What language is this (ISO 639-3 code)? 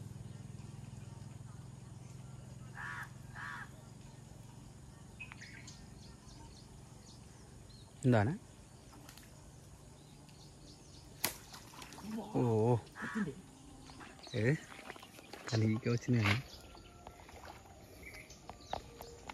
tel